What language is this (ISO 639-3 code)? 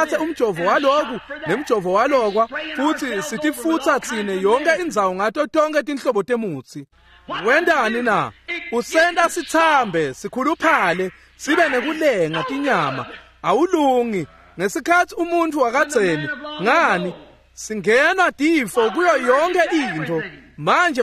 ssw